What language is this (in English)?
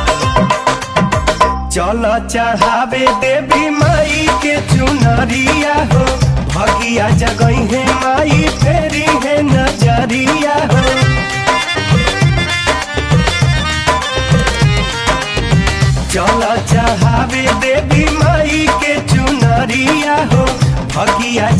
Bhojpuri